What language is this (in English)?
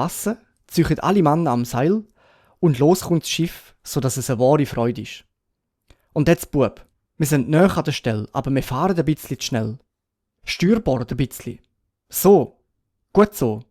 Swiss German